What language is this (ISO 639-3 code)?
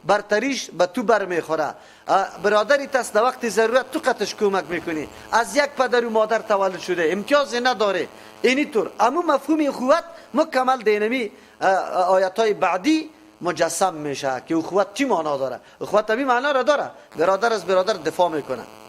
fas